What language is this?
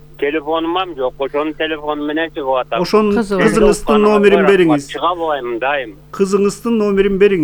Kyrgyz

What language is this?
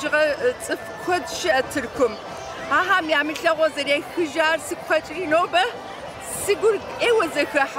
Kabardian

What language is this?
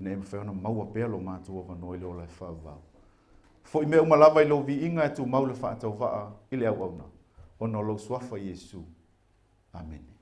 Samoan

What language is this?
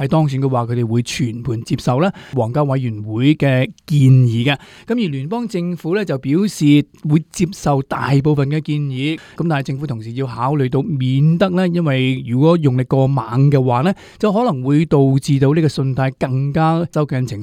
Cantonese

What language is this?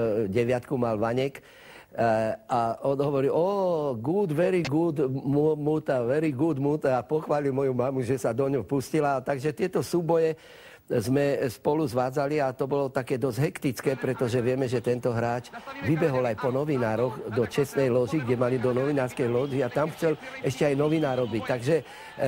Slovak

